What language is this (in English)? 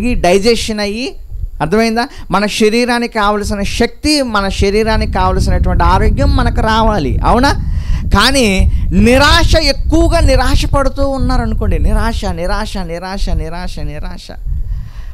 Telugu